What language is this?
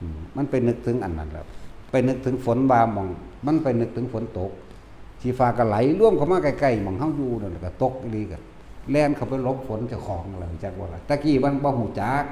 Northeastern Thai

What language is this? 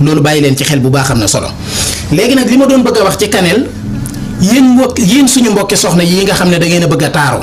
Wolof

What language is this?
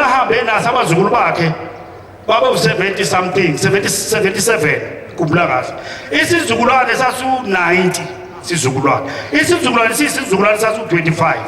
Zulu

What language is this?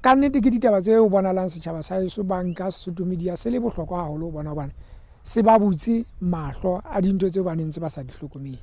Southern Sotho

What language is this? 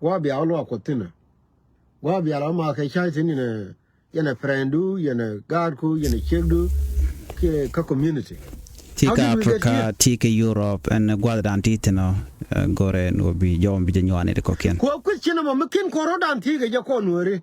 Nuer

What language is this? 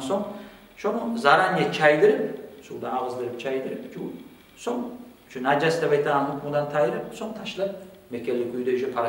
Kumyk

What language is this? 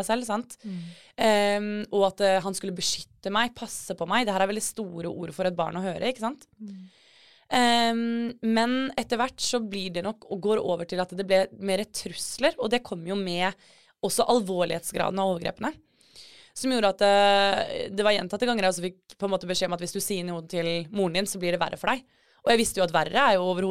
Norwegian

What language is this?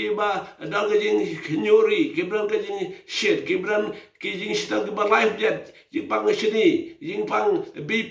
Khasi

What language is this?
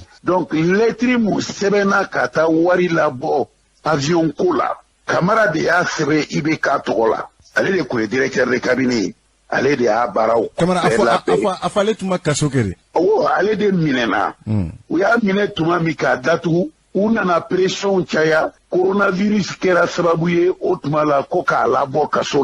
Bambara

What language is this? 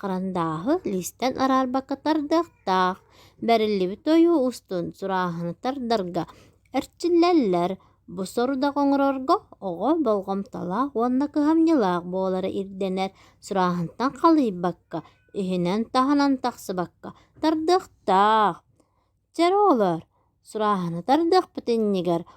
Yakut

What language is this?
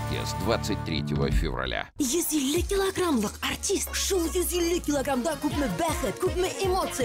Tatar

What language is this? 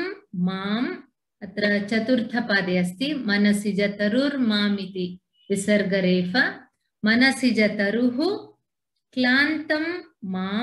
Sanskrit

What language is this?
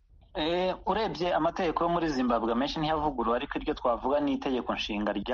Kinyarwanda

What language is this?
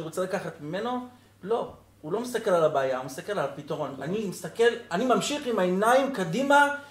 Hebrew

